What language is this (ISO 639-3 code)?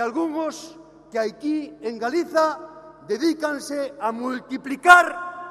glg